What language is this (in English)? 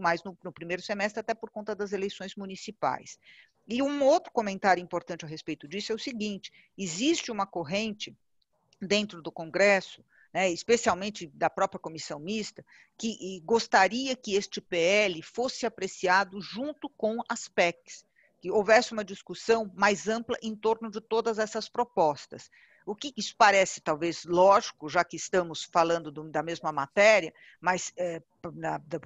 Portuguese